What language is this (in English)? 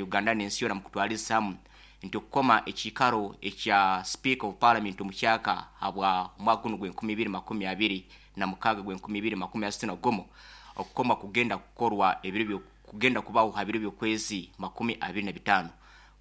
Nyoro